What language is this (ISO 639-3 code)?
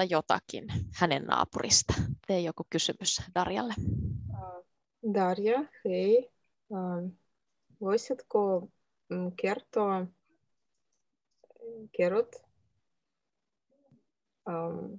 fin